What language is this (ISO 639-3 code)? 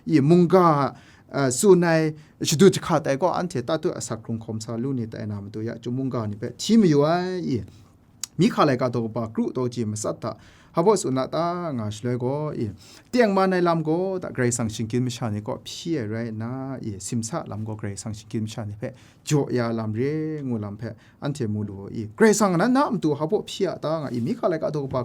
kac